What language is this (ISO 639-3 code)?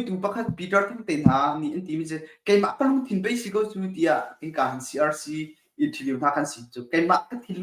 cnh